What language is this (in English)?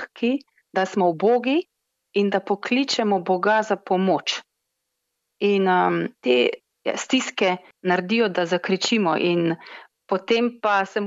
Slovenian